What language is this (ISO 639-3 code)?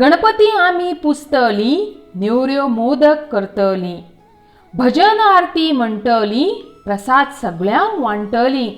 kok